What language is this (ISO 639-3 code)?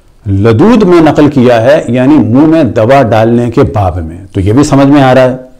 urd